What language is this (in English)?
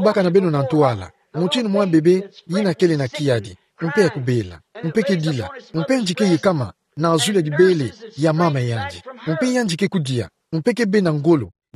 Kituba (Democratic Republic of Congo)